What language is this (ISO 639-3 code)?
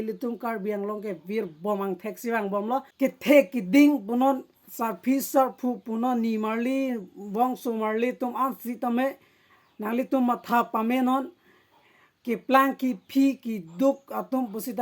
mjw